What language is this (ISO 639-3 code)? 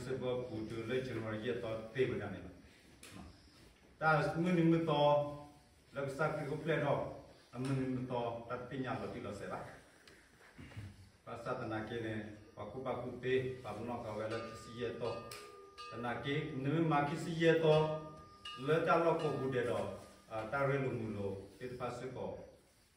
ksw